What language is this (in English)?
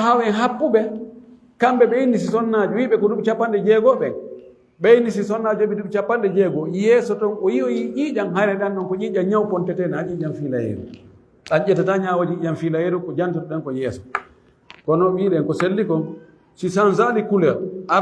Fula